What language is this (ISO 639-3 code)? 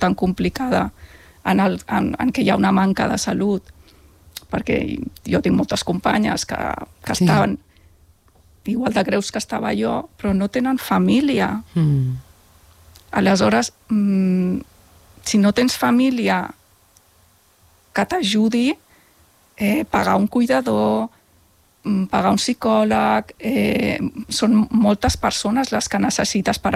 cat